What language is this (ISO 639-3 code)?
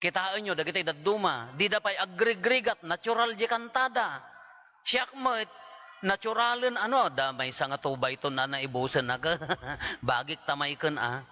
ilo